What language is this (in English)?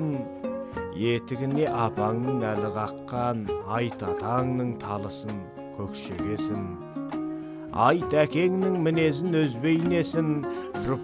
Kazakh